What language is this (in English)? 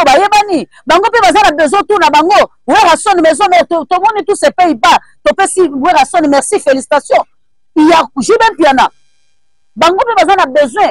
Lingala